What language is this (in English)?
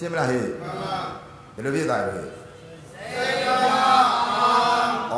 Burmese